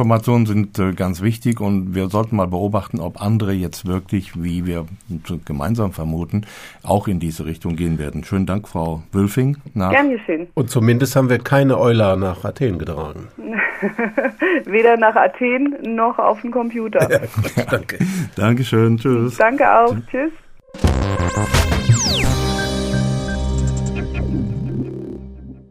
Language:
German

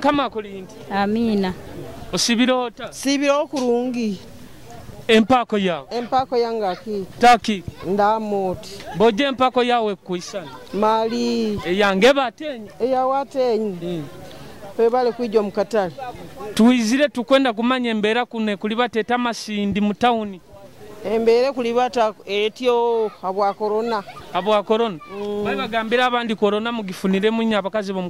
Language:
Nyoro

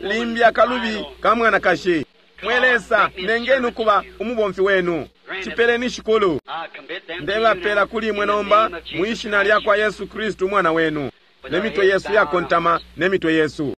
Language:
Bemba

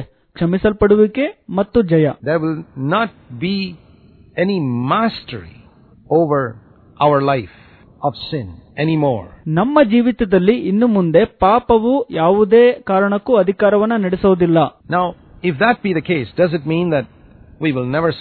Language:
Kannada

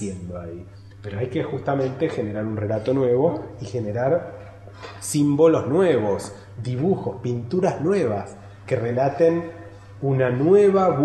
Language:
Spanish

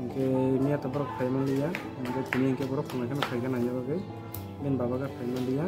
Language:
Kok Borok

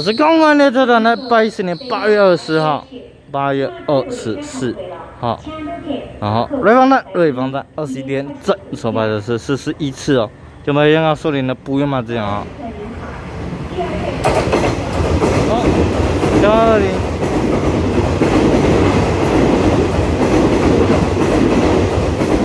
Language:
Chinese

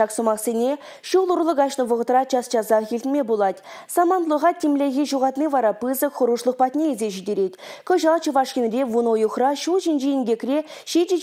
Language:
Chuvash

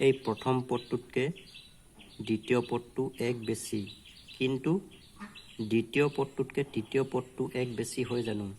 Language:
Assamese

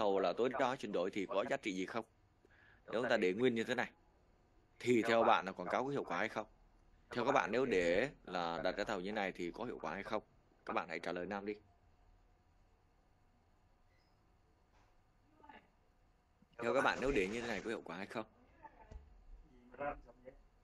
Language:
Vietnamese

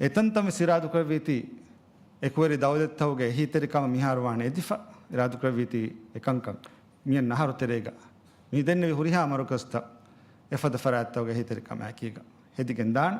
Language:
Divehi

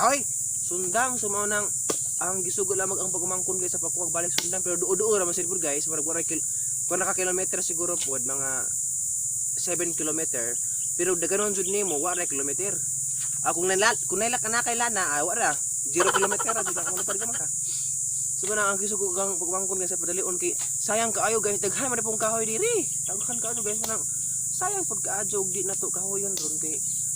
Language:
Cebuano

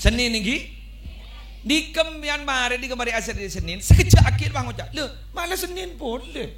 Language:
Madurese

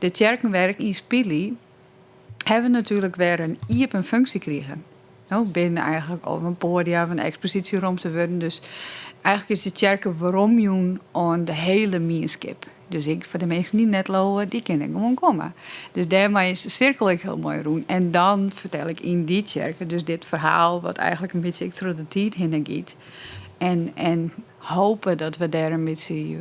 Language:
Western Frisian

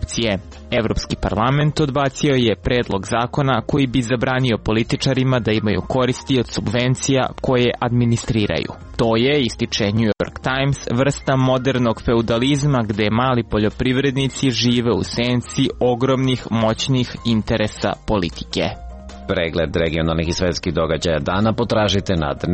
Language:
Serbian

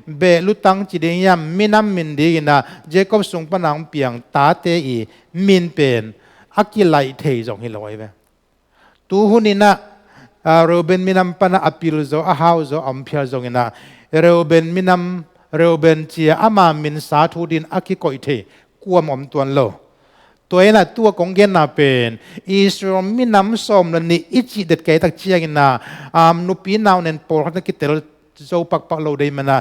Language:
Tedim Chin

